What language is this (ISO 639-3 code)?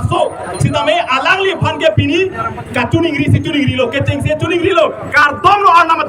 mjw